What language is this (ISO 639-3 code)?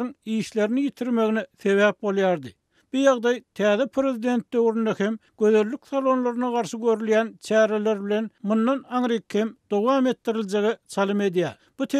tuk